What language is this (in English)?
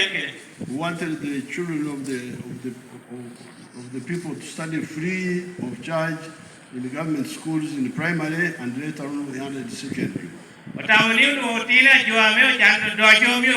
Lango (Uganda)